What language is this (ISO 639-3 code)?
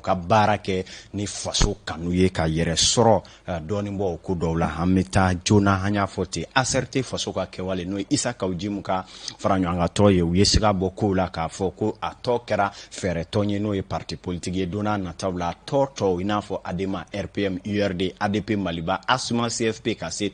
bam